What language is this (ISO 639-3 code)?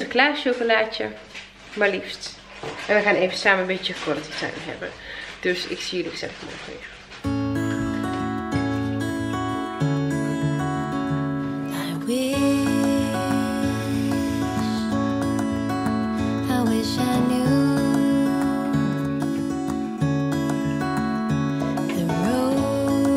nld